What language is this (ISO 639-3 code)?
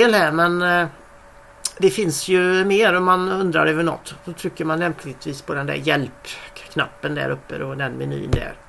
swe